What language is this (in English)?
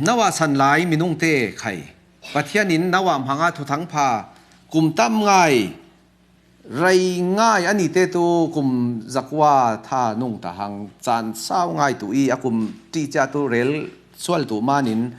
Falam Chin